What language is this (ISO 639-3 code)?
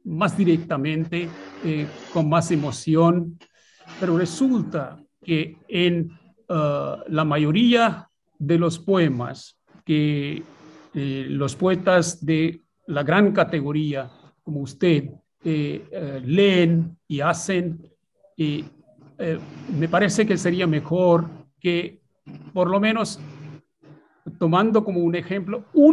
spa